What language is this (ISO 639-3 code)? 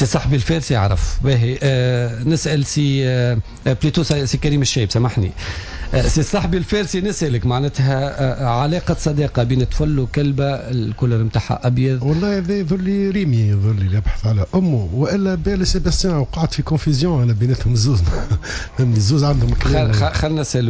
aeb